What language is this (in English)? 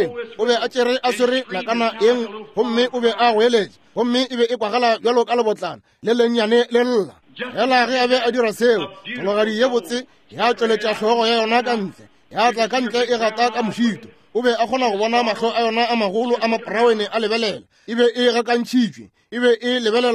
Northern Sotho